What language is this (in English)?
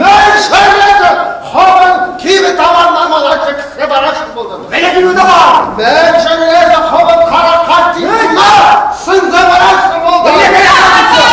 Chuvash